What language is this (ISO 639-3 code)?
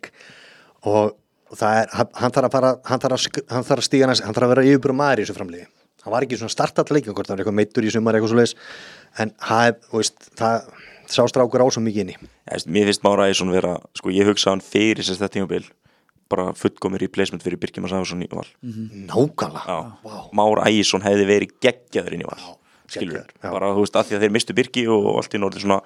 isl